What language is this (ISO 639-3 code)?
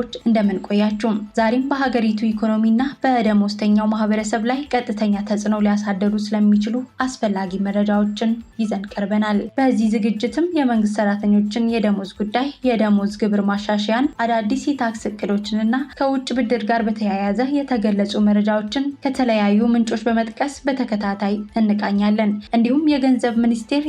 amh